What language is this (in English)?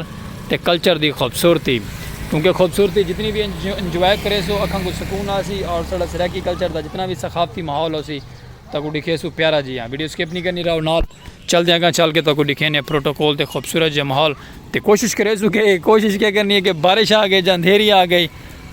Saraiki